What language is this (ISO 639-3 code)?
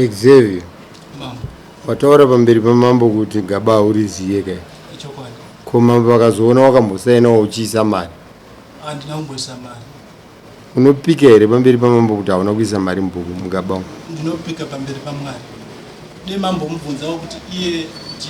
sna